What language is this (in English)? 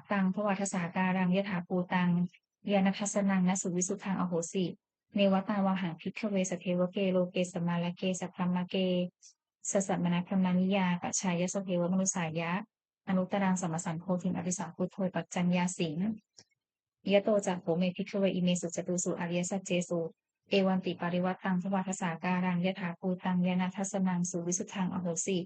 Pali